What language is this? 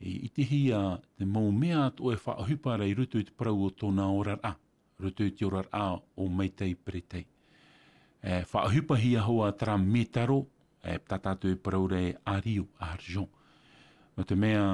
Tahitian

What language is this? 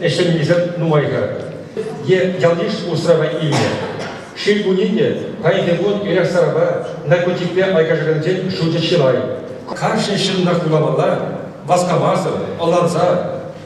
Chuvash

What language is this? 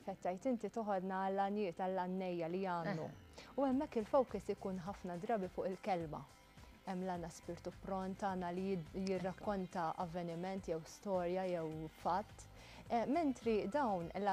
Maltese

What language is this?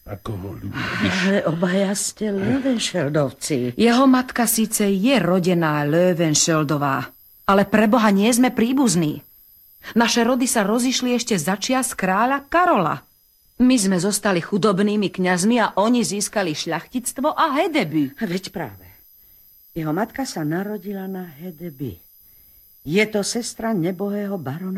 Slovak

